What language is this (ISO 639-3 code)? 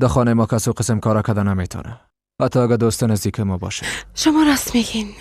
fas